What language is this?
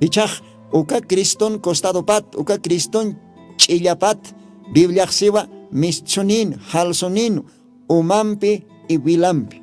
Aymara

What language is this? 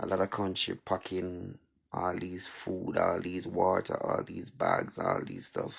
Jamaican Creole English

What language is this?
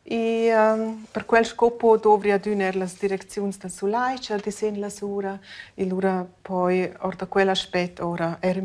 Romansh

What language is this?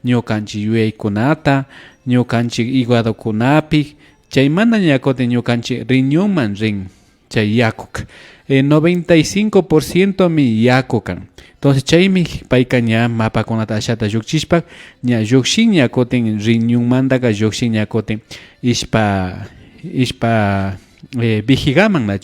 Imbabura Highland Quichua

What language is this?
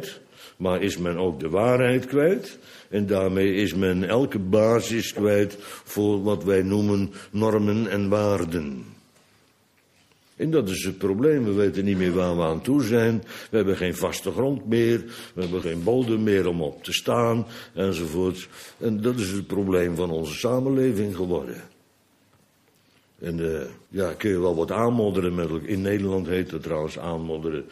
Dutch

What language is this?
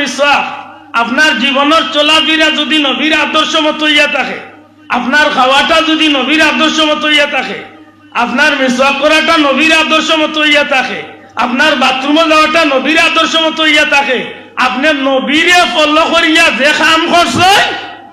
Sylheti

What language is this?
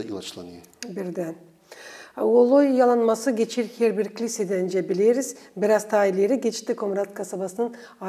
Gagauz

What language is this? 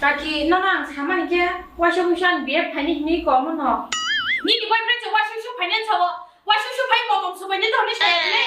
Kok Borok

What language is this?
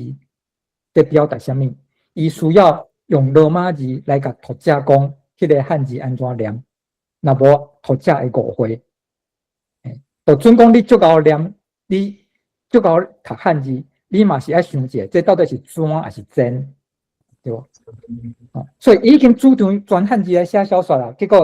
Min Nan Chinese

